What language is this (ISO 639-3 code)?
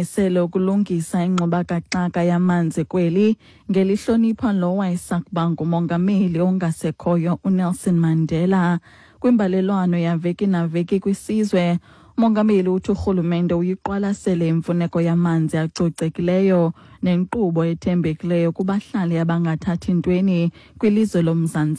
xho